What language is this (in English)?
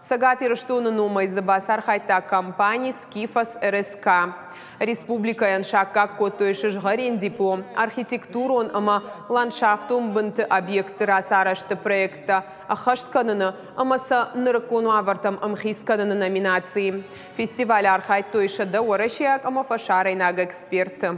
Ossetic